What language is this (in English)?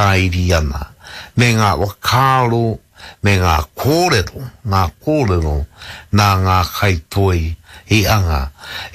Māori